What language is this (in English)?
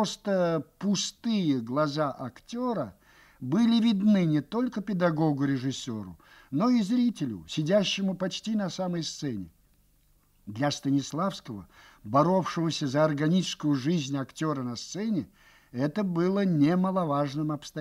Russian